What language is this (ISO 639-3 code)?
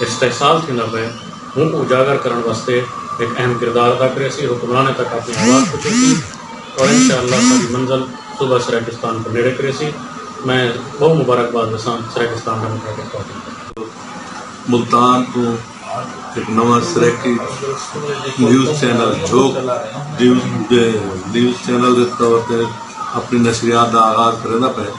skr